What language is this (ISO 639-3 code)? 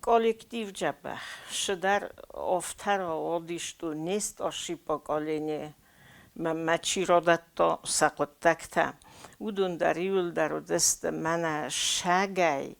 oss